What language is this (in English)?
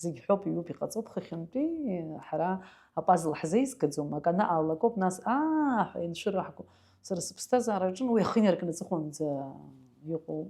Abkhazian